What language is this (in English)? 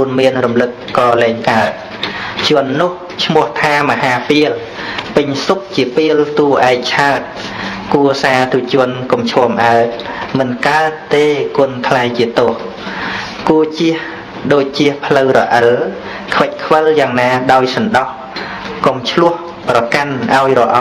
Khmer